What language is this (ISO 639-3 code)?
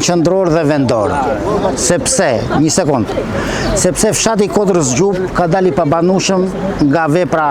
sqi